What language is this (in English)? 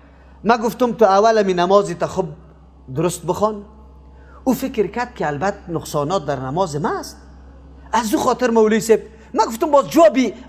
Persian